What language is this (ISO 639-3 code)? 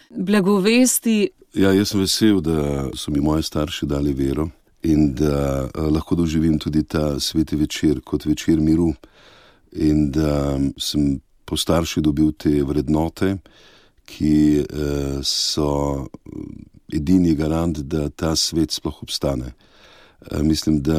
slv